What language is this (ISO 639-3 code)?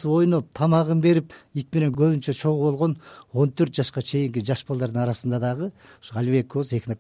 kir